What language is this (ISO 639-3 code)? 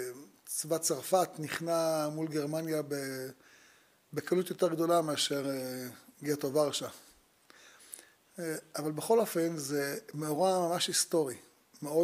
heb